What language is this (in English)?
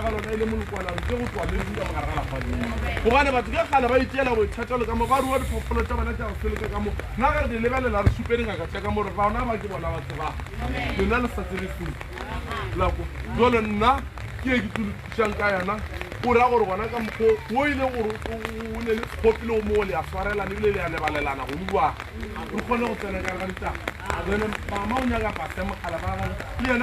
Northern Sotho